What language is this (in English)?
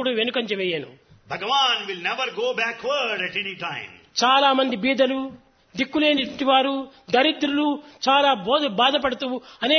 Telugu